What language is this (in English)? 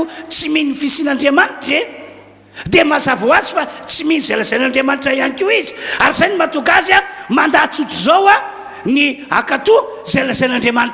Malagasy